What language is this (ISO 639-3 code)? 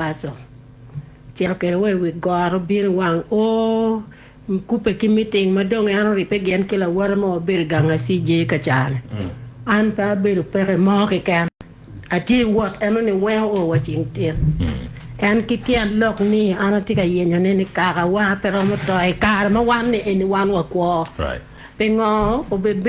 ach